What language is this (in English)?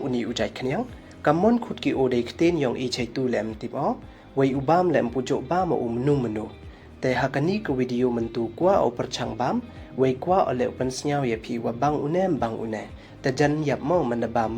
Pnar